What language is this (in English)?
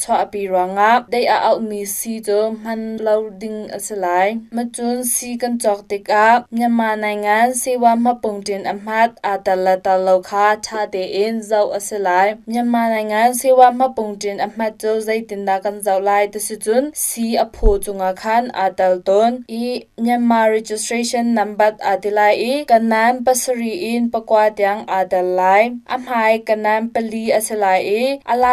Hakha Chin